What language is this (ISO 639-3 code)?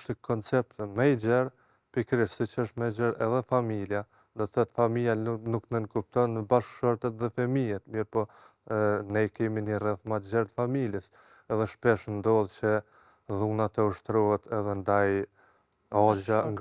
sqi